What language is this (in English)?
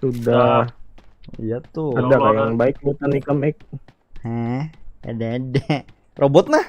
Banjar